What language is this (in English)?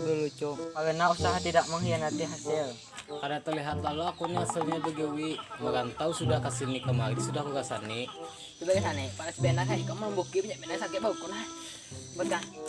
Banjar